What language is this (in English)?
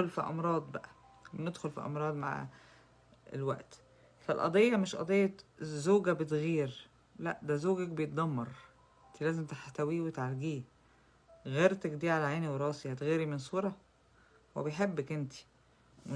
Egyptian Arabic